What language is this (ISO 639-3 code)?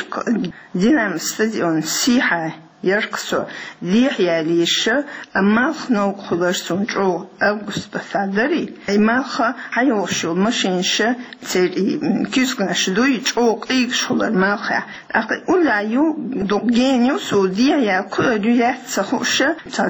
che